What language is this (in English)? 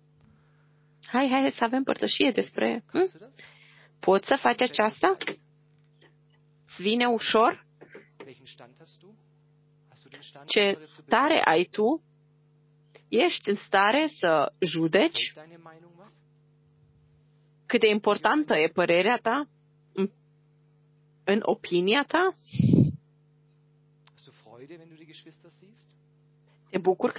Romanian